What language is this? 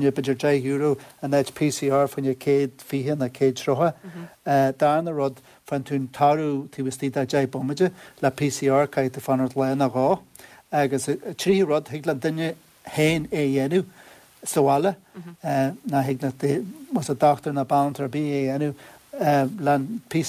Irish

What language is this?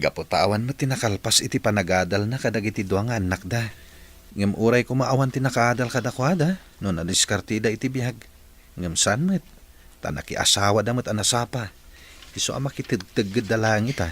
Iloko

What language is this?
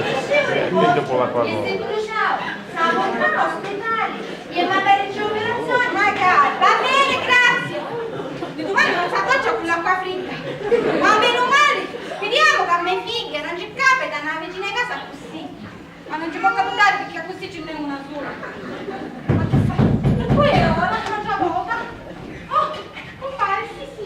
Sicilian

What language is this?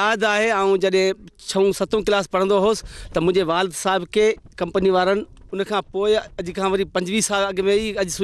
Sindhi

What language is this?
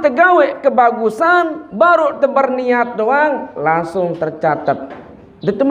Sasak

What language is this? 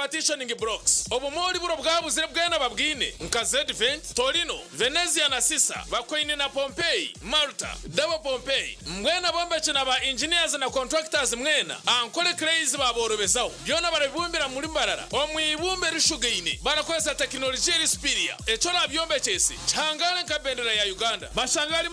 Nyankole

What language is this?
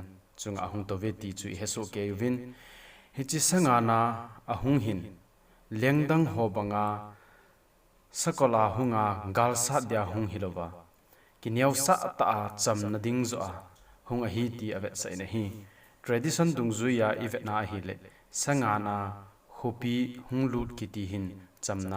Thado Chin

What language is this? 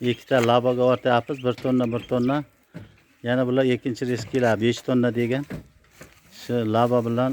Uzbek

